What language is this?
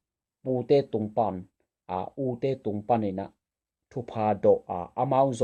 Tedim Chin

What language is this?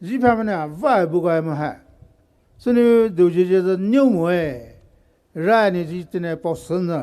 Poumei Naga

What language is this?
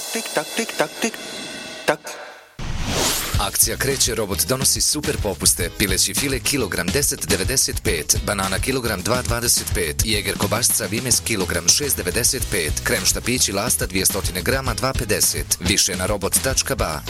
Bosnian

